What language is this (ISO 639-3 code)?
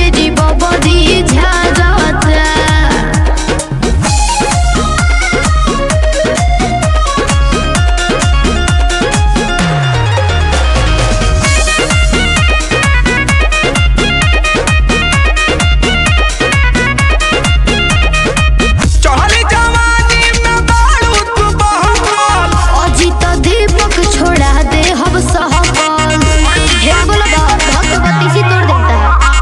bho